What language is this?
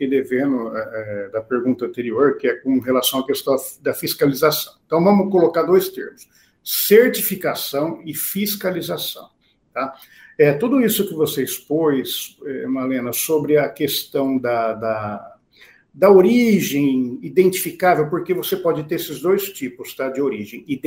Portuguese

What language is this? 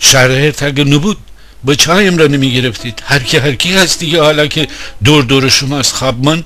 Gilaki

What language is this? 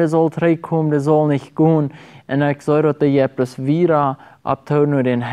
Plautdietsch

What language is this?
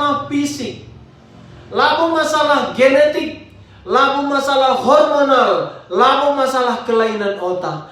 Batak Karo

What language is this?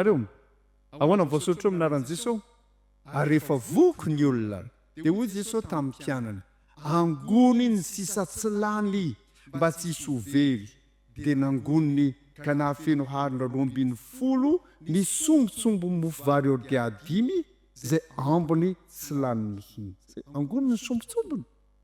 Malagasy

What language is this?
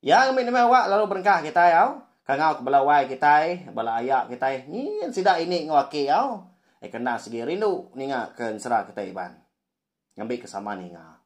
Iban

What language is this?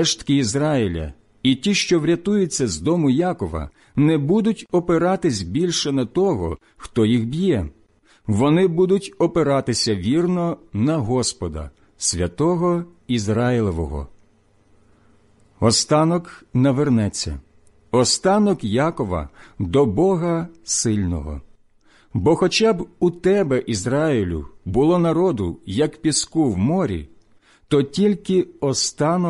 Ukrainian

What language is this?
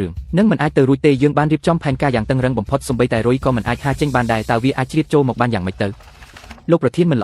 Khmer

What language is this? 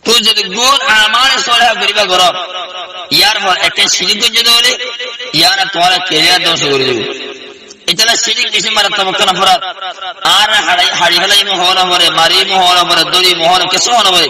Rohingya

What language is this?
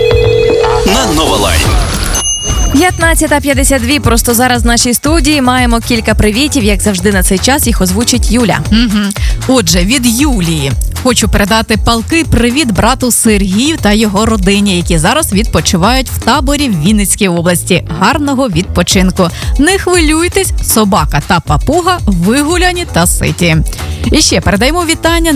Ukrainian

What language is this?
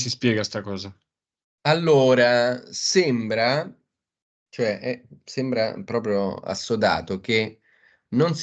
Italian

